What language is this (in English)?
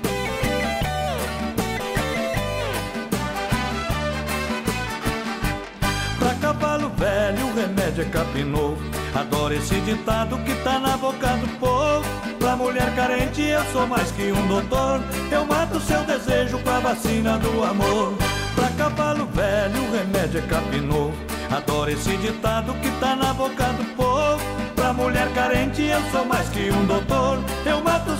Portuguese